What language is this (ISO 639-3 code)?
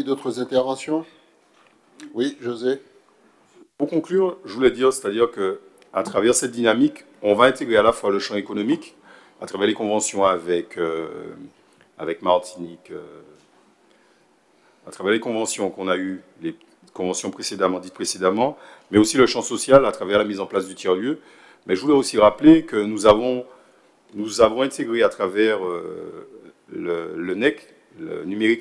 fra